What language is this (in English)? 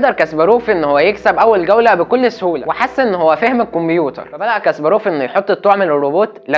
Egyptian Arabic